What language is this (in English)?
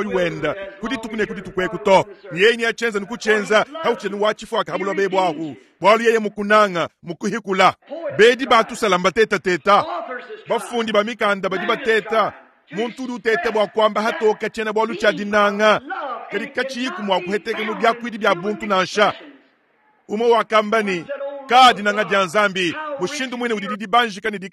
Luba-Lulua